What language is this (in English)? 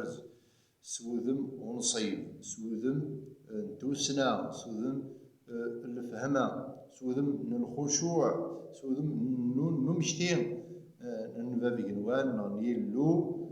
Kabyle